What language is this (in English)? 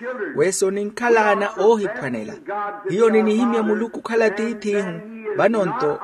Makhuwa